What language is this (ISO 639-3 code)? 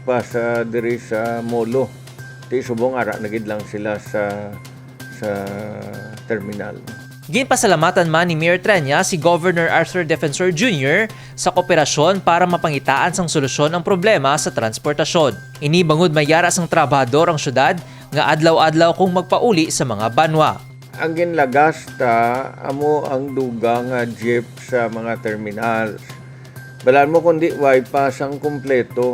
hil